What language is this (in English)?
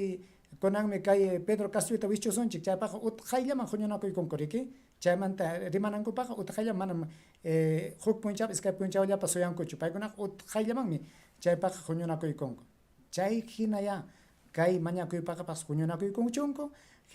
Ayacucho Quechua